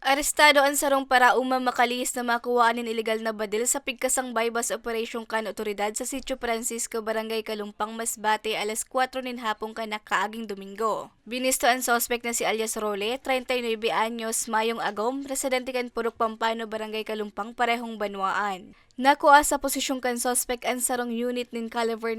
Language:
Bikol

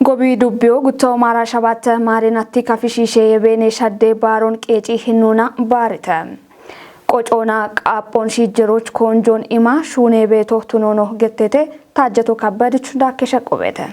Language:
Kafa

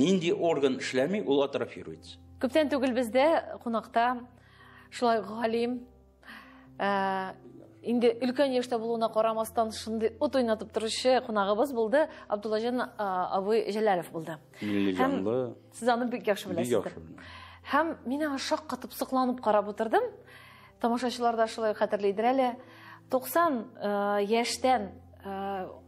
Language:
Tatar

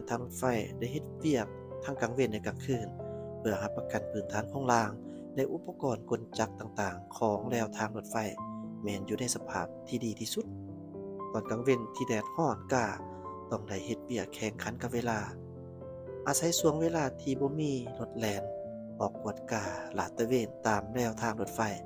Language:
Lao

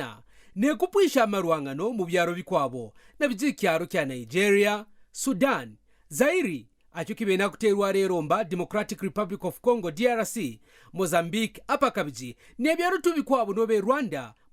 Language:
Kaonde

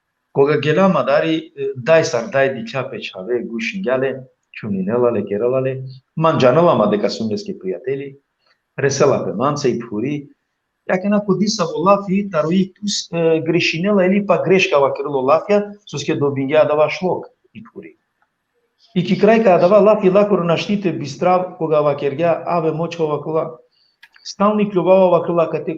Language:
Balkan Romani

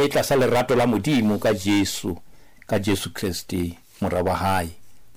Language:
Southern Sotho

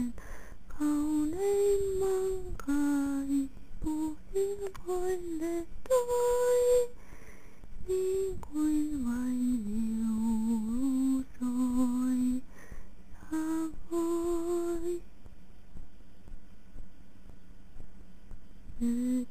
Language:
Finnish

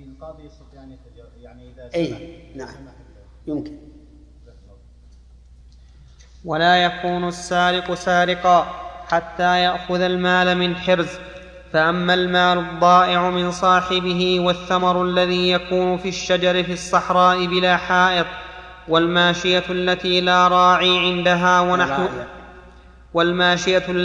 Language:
Arabic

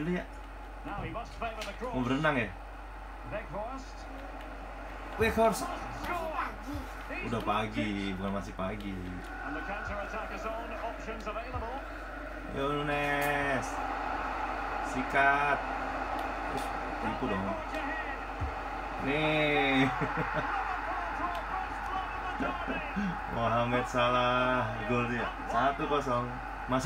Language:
Indonesian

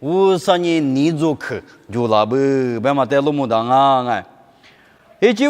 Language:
Lisu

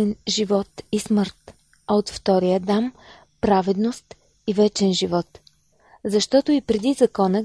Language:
Bulgarian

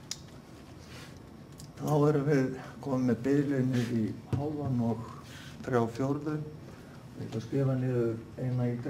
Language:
Icelandic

